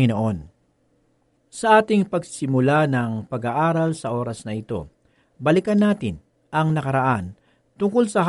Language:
Filipino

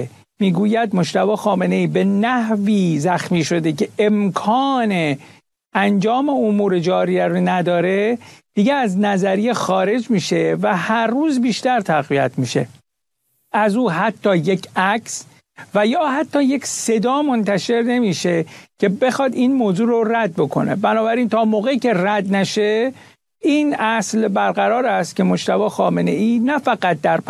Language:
Persian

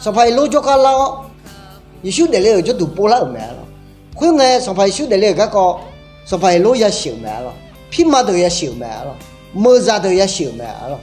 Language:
Akha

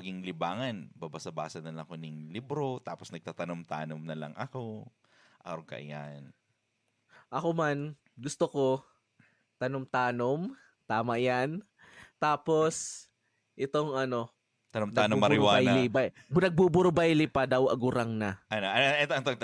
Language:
Bikol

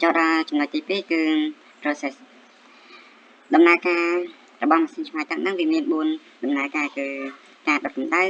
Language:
Khmer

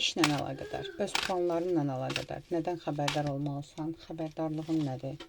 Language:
Azerbaijani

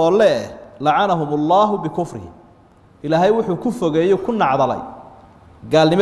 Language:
Somali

